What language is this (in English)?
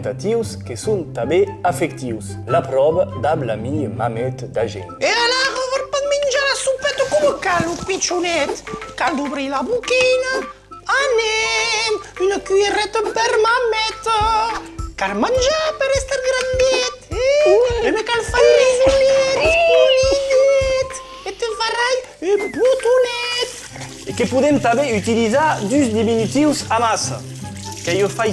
Occitan